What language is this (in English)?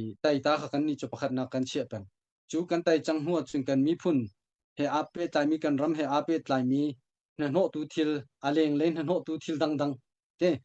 Hakha Chin